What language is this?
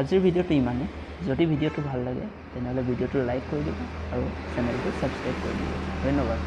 Assamese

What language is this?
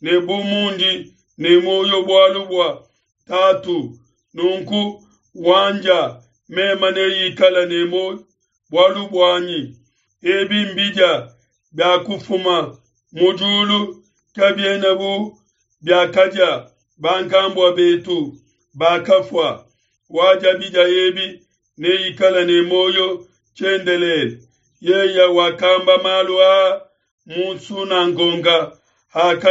Luba-Lulua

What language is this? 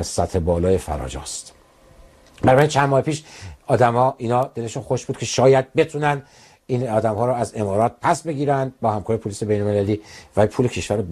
Persian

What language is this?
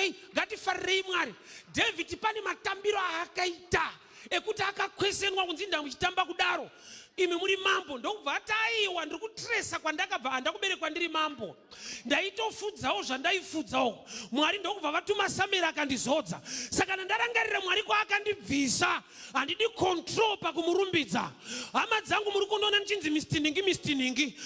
Shona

